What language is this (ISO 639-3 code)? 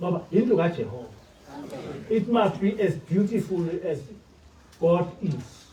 zul